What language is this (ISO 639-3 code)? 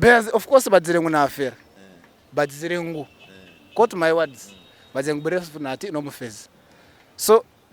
nyn